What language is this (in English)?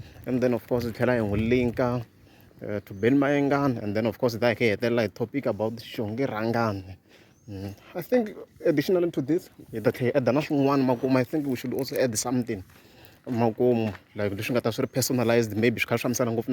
Tsonga